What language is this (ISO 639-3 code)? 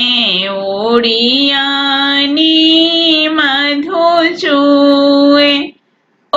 bho